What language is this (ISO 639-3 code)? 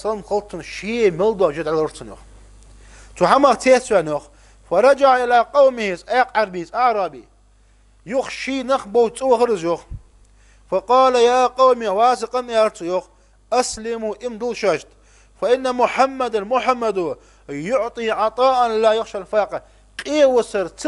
inh